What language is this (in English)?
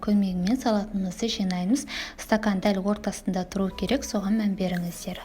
Kazakh